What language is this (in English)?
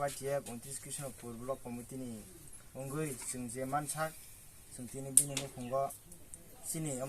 Kok Borok